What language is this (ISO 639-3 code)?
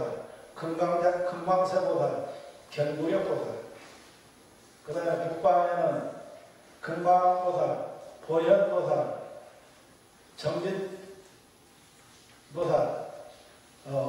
kor